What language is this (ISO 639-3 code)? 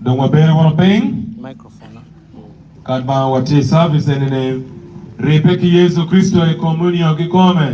ach